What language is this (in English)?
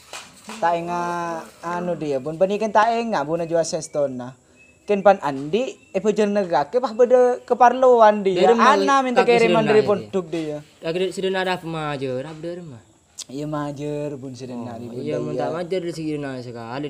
Madurese